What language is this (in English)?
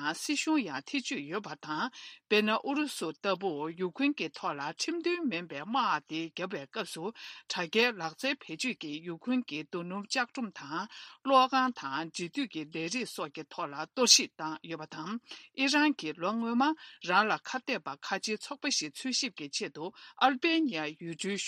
Tibetan